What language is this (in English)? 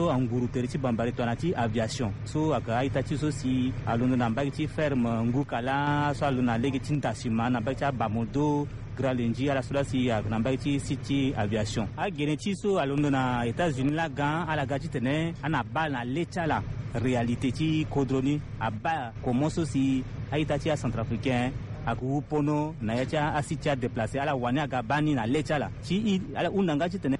Sango